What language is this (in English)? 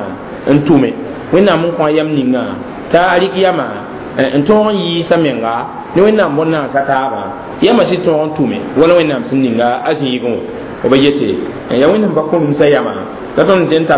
Mossi